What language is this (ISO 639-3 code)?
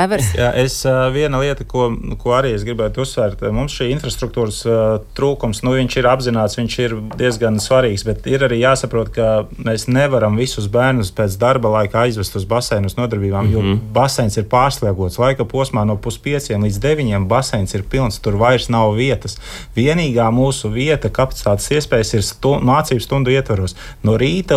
lav